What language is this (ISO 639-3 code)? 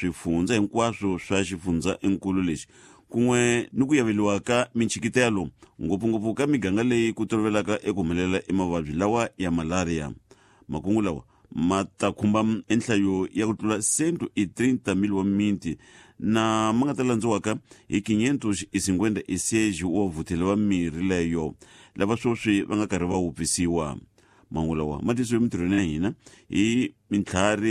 tso